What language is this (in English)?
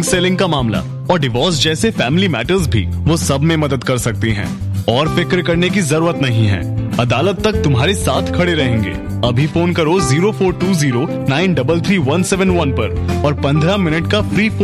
Hindi